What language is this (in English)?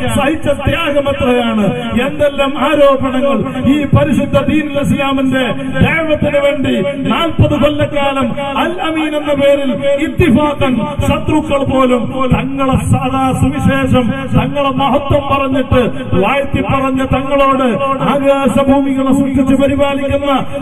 Malayalam